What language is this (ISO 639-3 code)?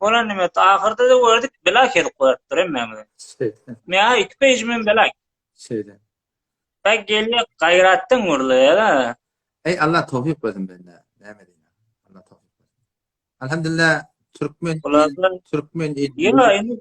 tuk